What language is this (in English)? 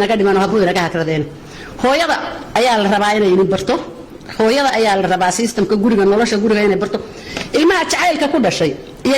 Somali